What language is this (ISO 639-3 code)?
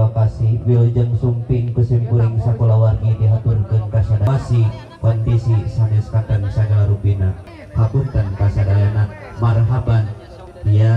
sun